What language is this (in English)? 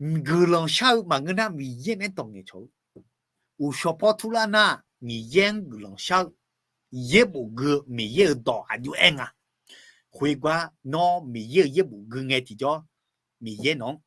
Akha